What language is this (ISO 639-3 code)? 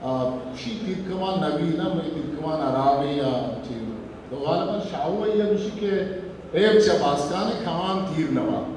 bgp